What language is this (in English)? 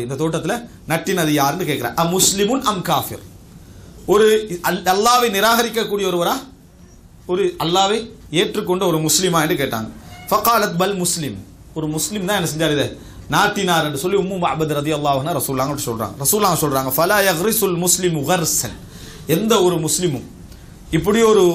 Tamil